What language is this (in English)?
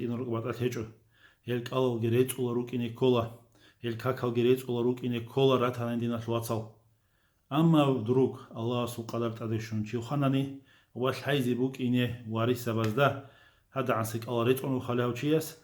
Avaric